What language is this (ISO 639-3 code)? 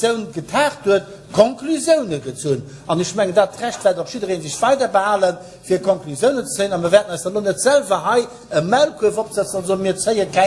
ltz